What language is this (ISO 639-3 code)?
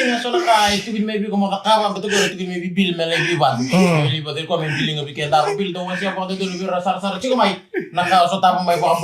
fij